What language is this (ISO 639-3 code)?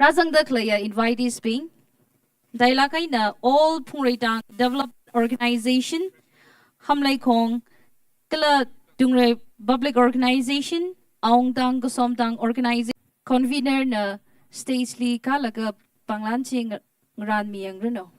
nmf